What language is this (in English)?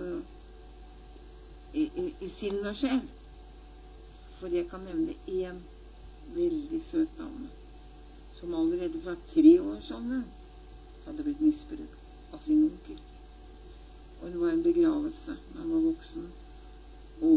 Norwegian